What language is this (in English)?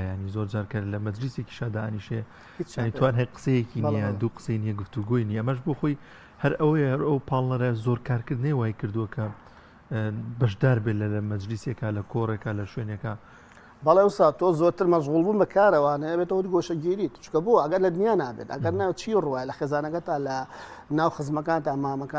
Central Kurdish